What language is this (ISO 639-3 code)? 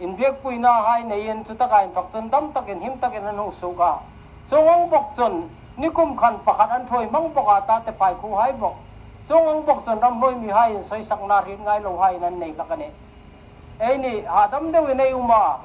hmr